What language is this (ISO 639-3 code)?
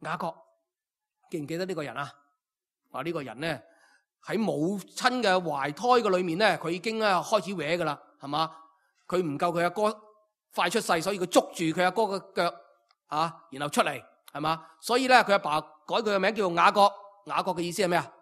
yue